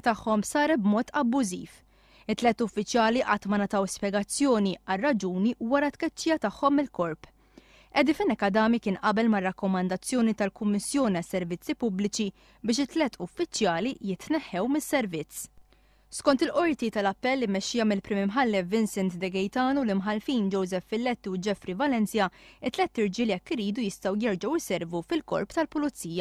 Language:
Maltese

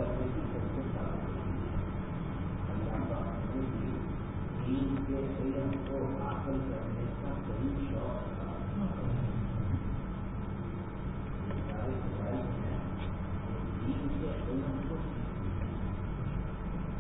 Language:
Urdu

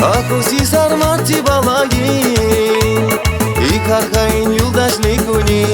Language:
Tabassaran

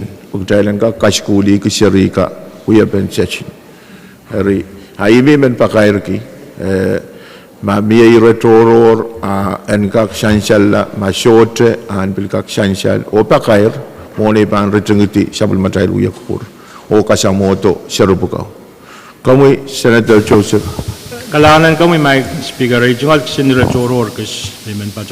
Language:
Pohnpeian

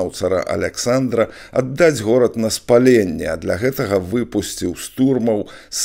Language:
Belarusian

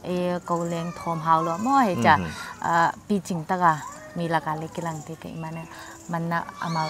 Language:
Paite Chin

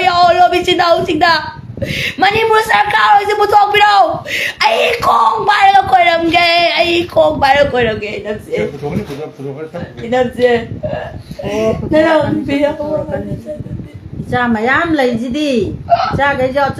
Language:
Manipuri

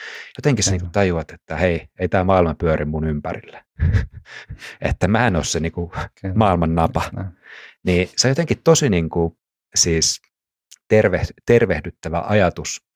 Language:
Finnish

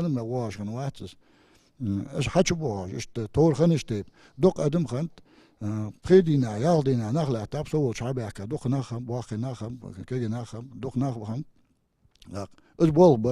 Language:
Ingush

